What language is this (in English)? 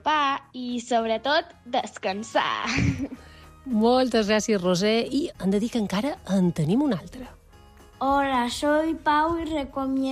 Catalan